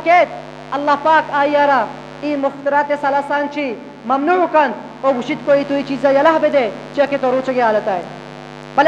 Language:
Eastern Balochi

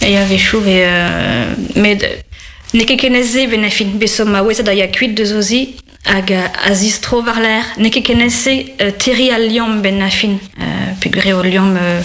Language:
Breton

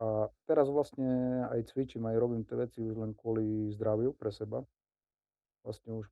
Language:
Slovak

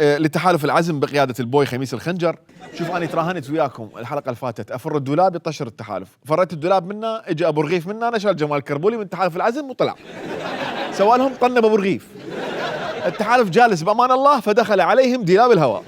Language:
Mesopotamian Arabic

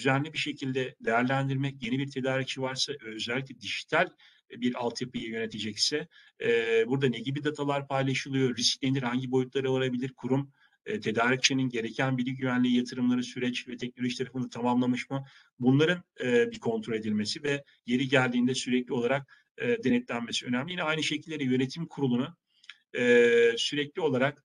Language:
Turkish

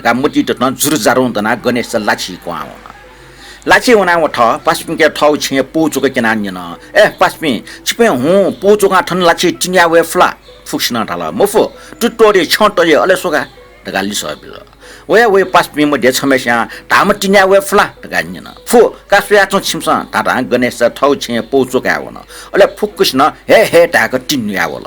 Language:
Newari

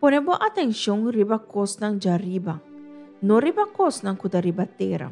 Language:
Papiamento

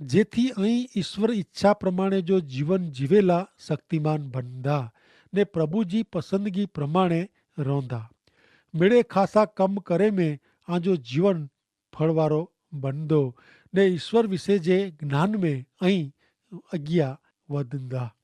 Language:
Kachhi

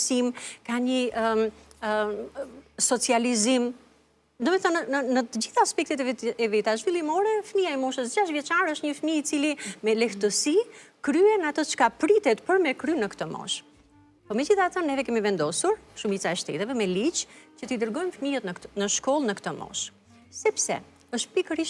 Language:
Albanian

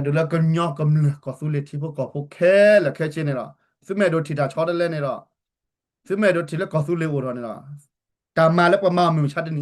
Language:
S'gaw Karen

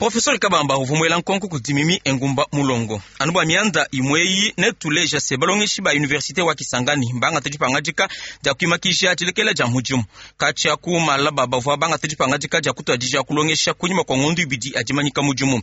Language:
Luba-Lulua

